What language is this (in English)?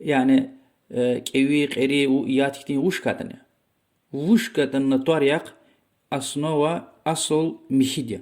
Lezghian